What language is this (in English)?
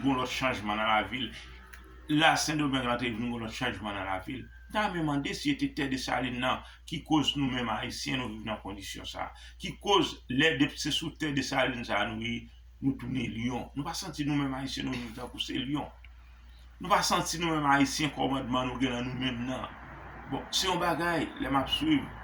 Haitian Creole